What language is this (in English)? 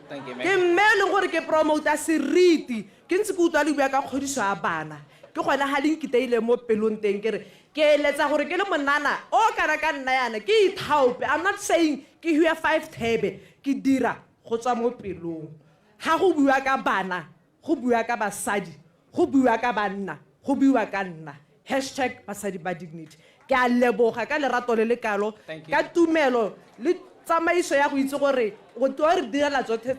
Tswana